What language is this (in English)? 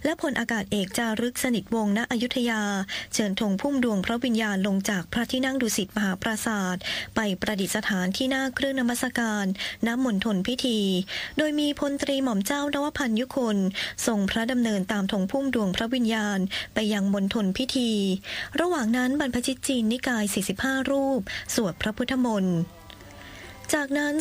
Thai